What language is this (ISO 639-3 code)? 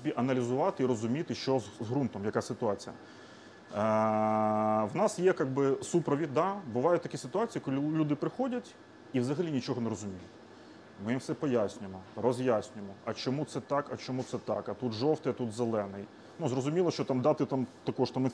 ukr